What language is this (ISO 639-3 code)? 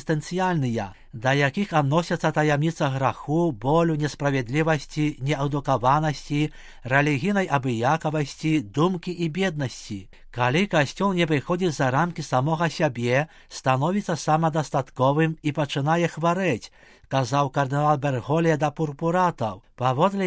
bel